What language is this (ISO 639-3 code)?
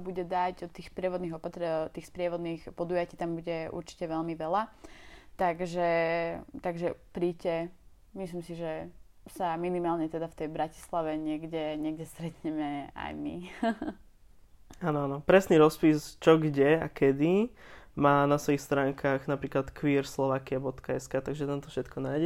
slk